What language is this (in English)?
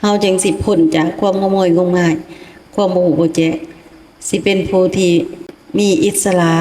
Lao